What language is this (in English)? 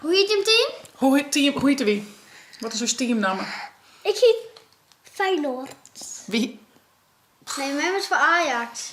Western Frisian